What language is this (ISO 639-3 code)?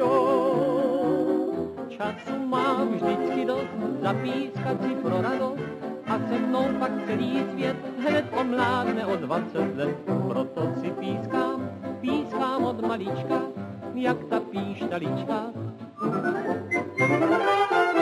ces